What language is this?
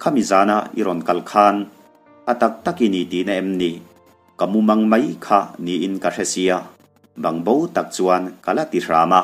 Mizo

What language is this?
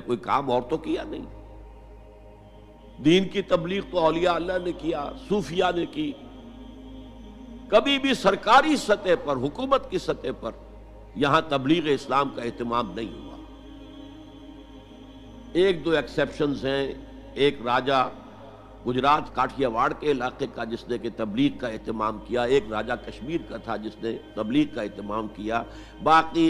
Urdu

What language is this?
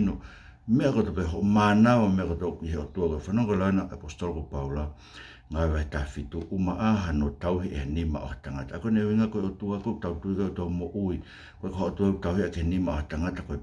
Tongan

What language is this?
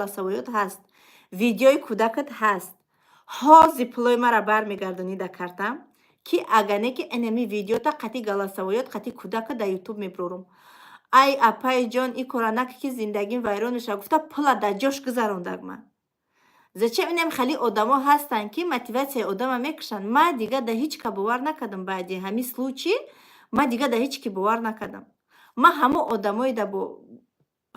Tajik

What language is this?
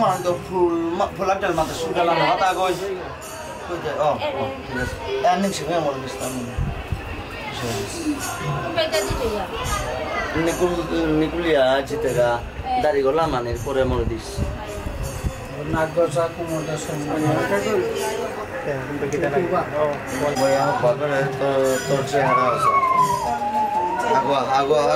Indonesian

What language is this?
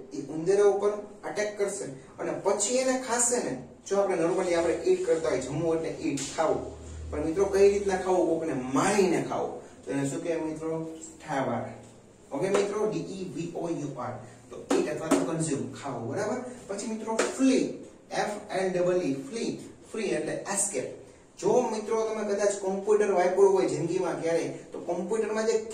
Gujarati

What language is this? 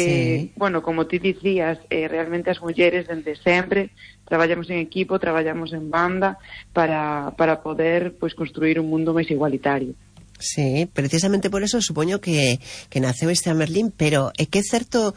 Galician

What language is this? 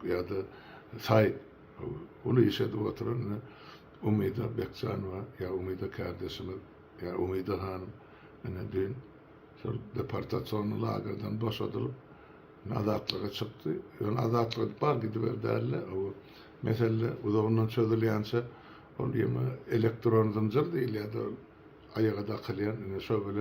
Turkmen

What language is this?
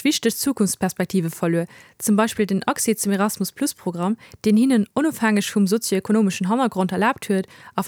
Luxembourgish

